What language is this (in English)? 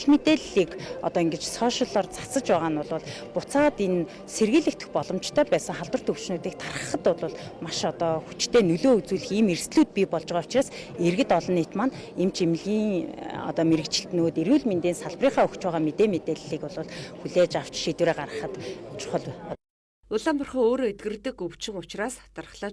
Mongolian